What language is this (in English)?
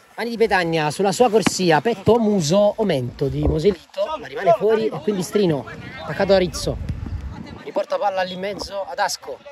Italian